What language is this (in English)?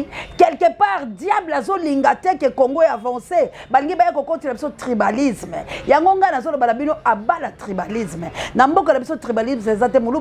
Lingala